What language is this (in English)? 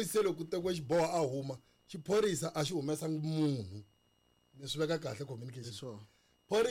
Tsonga